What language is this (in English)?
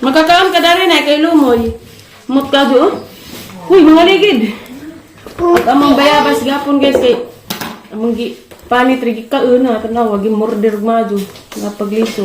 Cebuano